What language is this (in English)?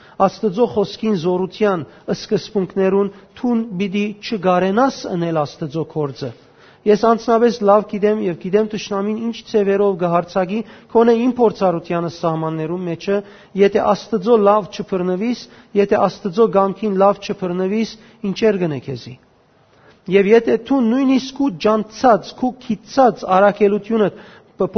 Western Armenian